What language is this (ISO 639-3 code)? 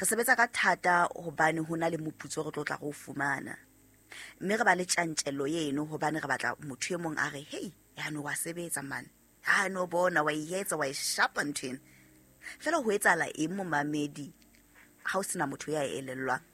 sot